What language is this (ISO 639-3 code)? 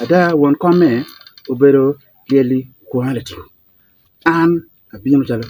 ach